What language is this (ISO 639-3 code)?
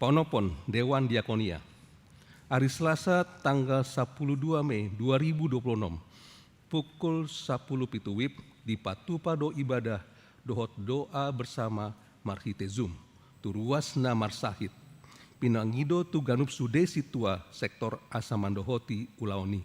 bbc